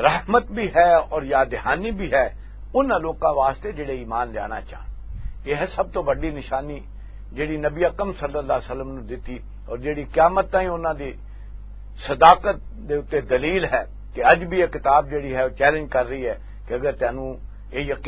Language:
Western Panjabi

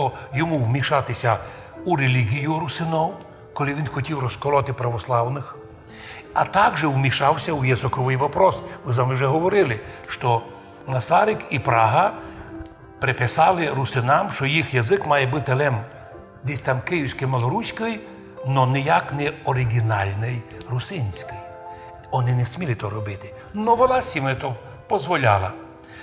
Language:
Rusyn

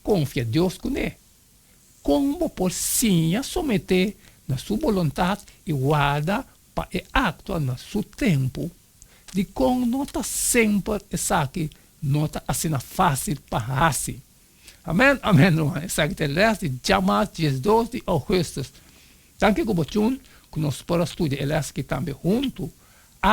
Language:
Papiamento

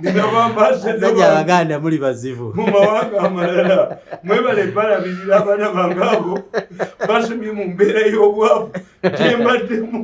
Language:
Ganda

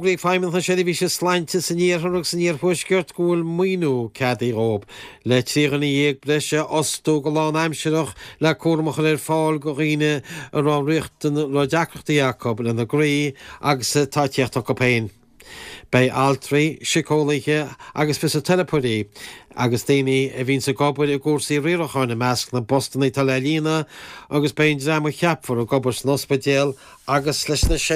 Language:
Irish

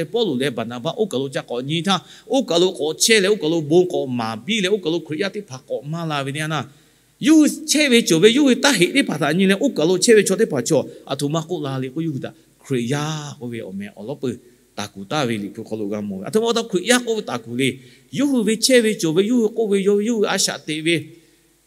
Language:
Lahu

